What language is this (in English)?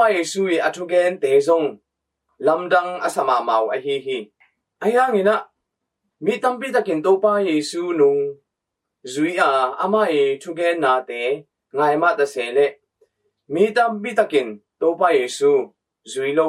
Tedim Chin